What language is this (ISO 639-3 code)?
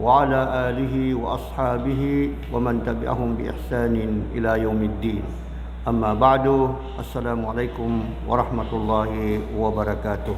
mrw